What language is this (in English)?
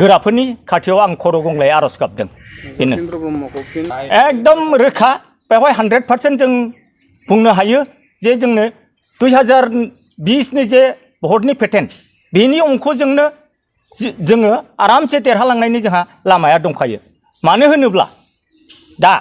Bodo